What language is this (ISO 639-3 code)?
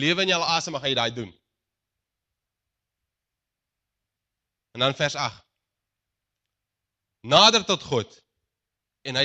afr